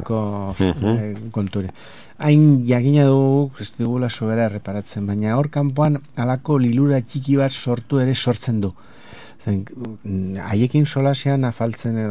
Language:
Basque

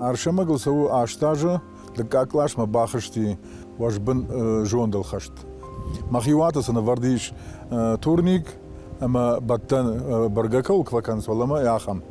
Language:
Ossetic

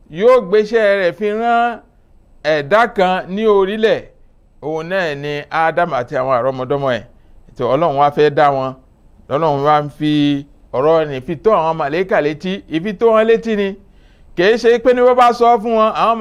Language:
Yoruba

